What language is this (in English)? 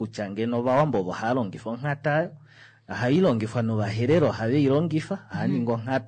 Kuanyama